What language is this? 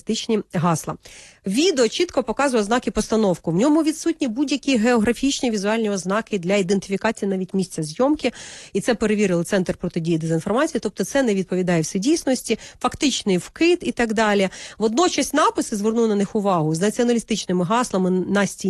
Ukrainian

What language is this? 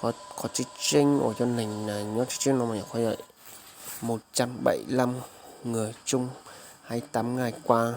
Hmong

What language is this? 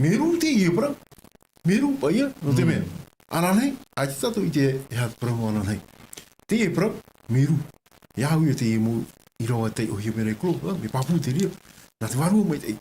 Tahitian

